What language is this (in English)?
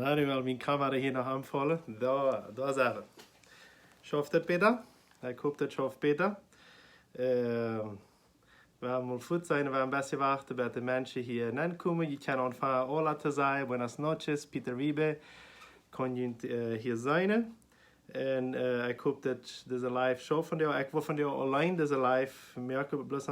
Plautdietsch